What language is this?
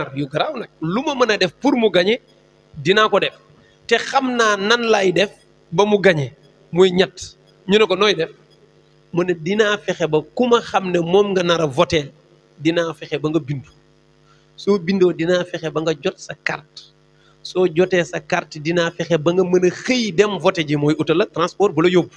Wolof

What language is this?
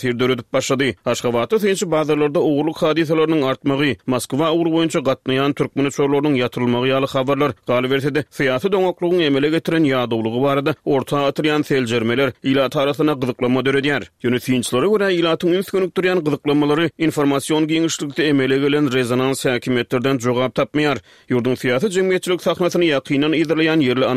Turkmen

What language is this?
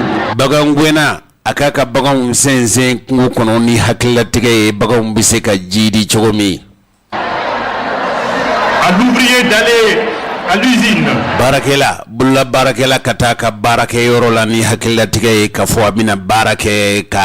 Bambara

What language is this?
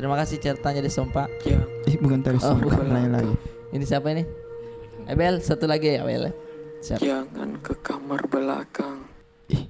Makassar Malay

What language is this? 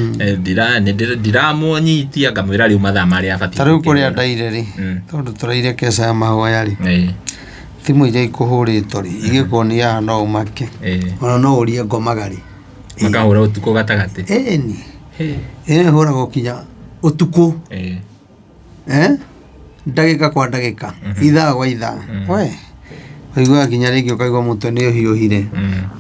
Kikuyu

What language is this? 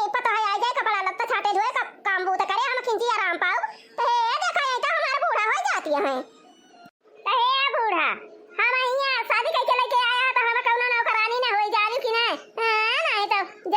Awadhi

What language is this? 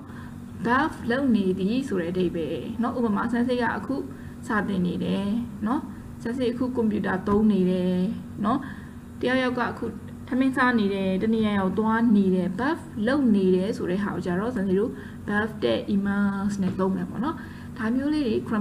Burmese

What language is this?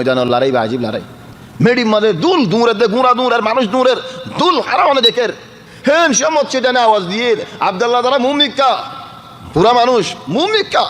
Rohingya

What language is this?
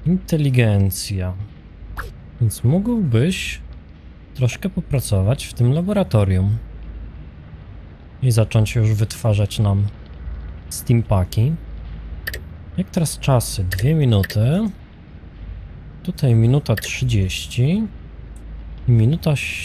Polish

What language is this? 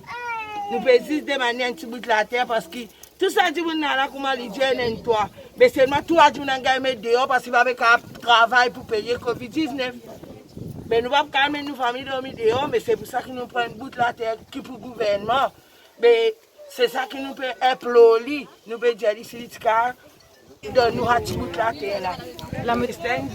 Morisyen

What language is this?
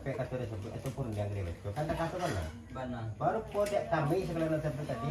Minangkabau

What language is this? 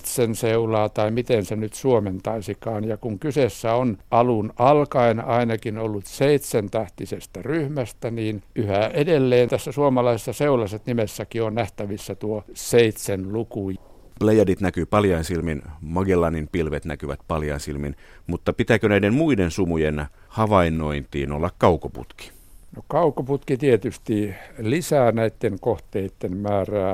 Finnish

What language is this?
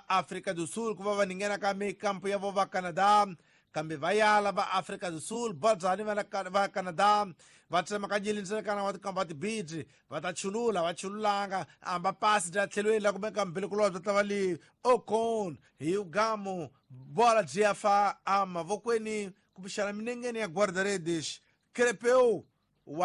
Tsonga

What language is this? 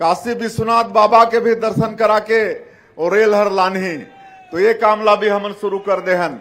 Chhattisgarhi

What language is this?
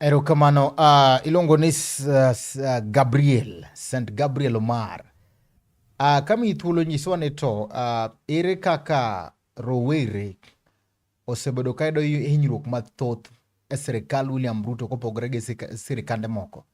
Luo (Kenya and Tanzania)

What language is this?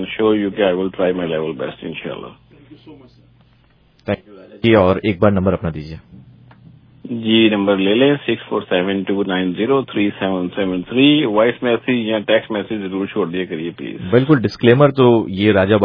Urdu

